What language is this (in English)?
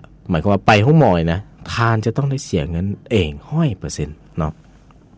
Lao